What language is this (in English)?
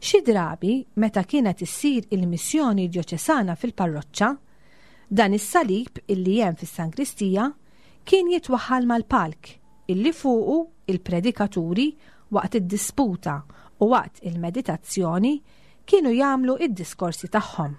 Maltese